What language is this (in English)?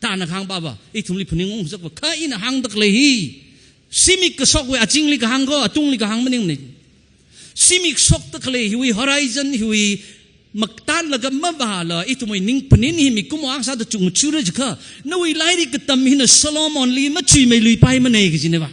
Tangkhul Naga (India)